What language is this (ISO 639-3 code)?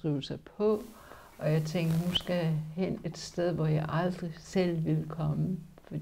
dan